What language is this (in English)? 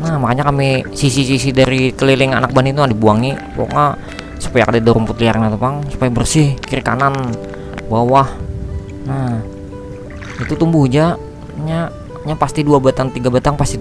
Banjar